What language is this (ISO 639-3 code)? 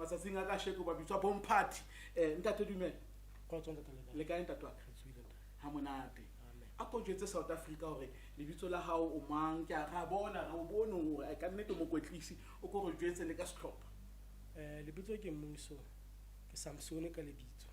sot